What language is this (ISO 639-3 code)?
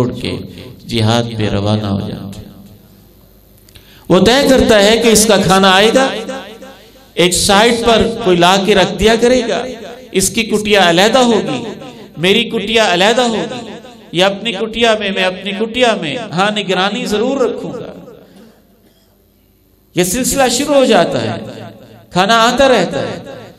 urd